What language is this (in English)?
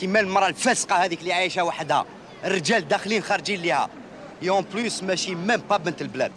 Algerian Arabic